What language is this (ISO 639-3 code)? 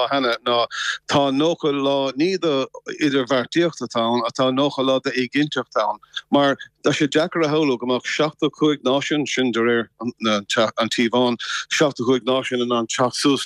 gle